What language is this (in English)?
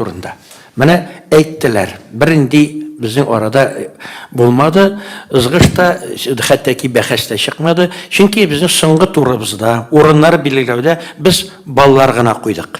Tatar